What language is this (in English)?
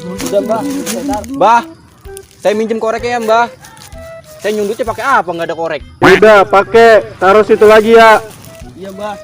Betawi